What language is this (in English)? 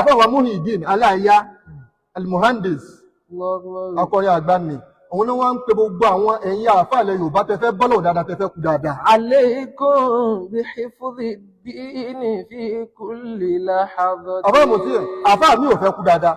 Yoruba